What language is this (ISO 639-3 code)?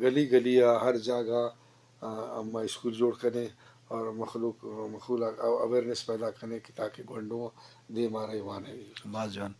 bgp